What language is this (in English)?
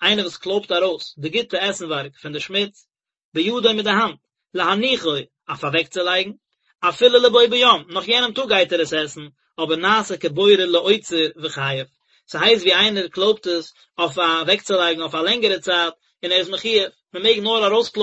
Yiddish